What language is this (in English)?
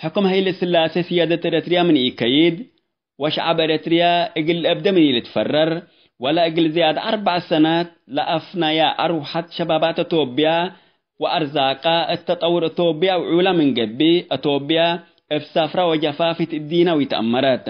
Tigre